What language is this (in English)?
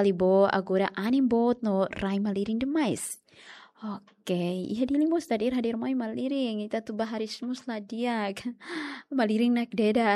Tetum